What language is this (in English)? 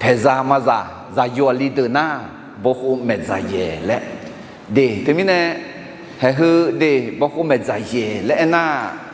Akha